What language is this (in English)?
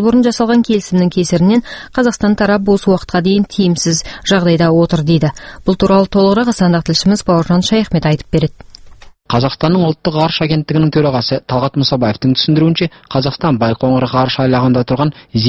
Kazakh